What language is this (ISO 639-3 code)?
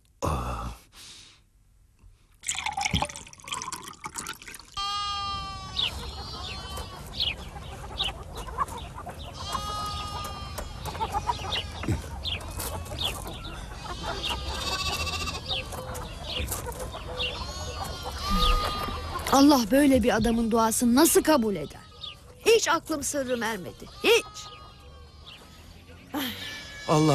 tur